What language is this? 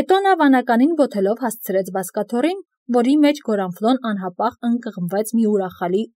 Armenian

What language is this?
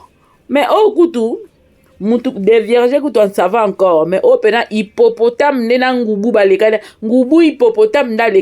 Lingala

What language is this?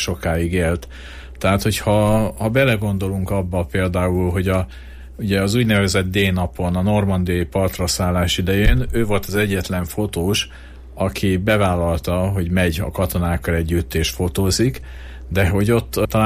Hungarian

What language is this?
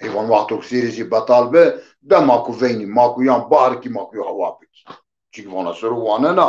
Zaza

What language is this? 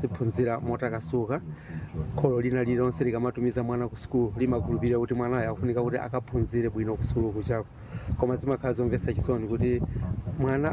Nyanja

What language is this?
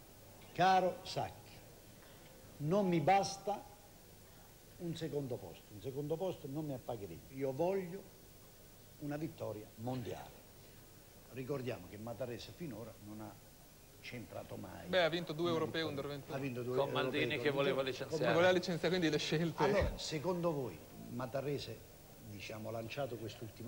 Italian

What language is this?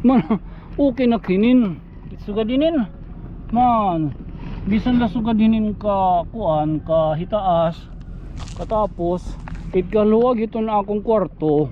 Waray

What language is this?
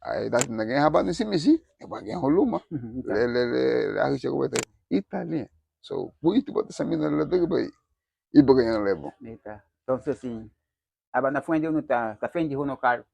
Garifuna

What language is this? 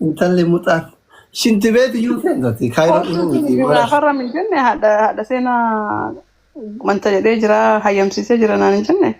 Oromo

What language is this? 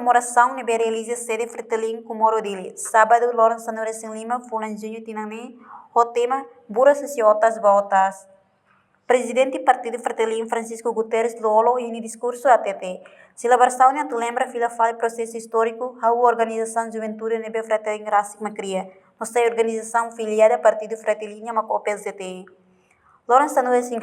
Tetum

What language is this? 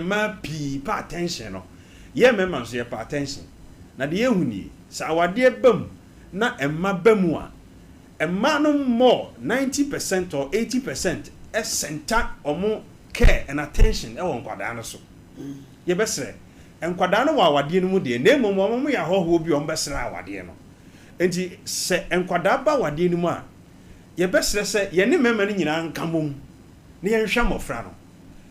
Akan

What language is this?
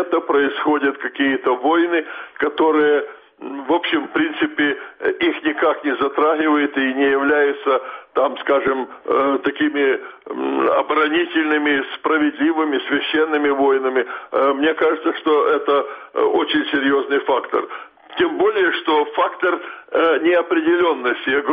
Russian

